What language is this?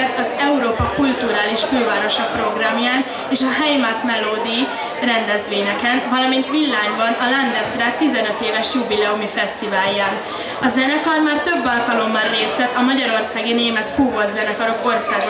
Hungarian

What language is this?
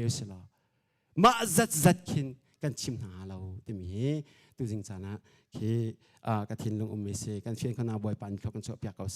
Hakha Chin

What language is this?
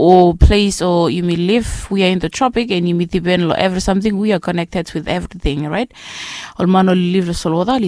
Bislama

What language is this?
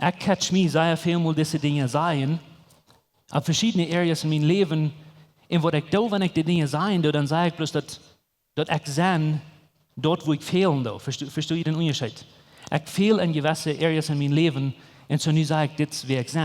Plautdietsch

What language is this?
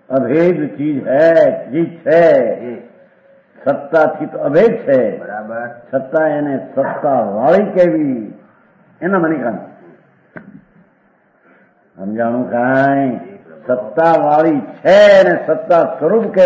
Gujarati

